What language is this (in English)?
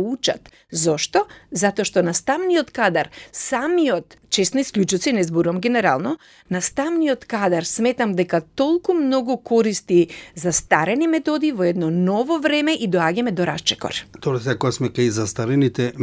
Macedonian